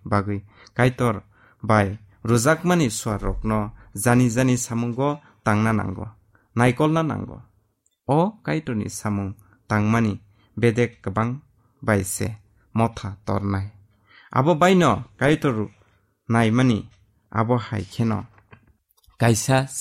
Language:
Kok Borok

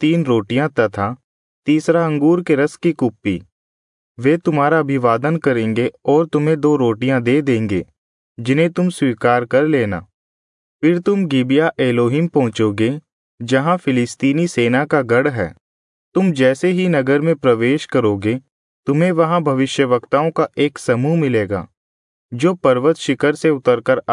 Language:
Hindi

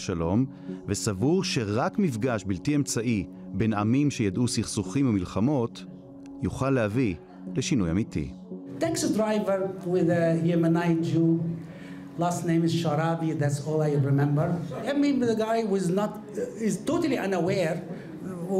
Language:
Hebrew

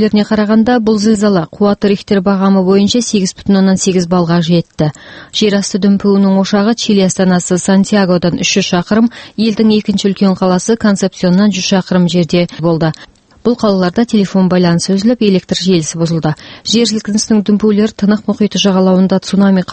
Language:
Kazakh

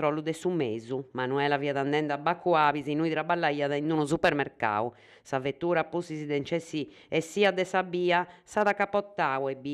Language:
Sardinian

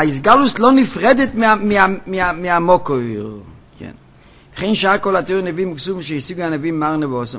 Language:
Hebrew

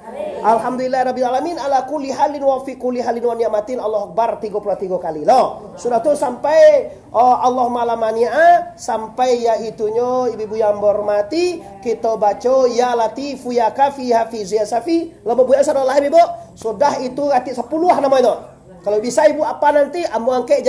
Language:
Minangkabau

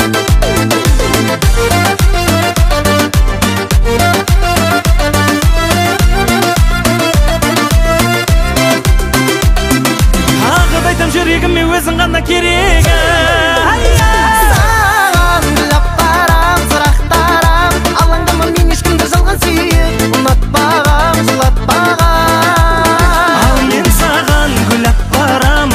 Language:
Kazakh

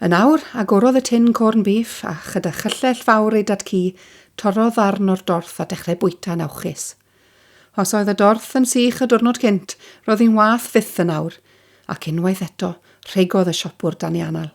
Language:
Welsh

